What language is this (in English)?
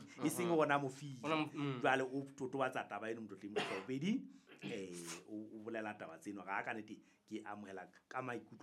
Southern Sotho